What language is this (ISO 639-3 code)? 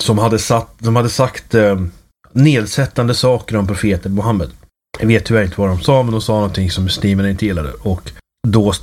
swe